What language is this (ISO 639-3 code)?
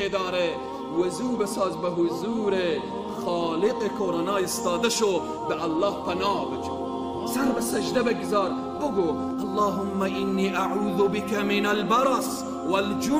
fas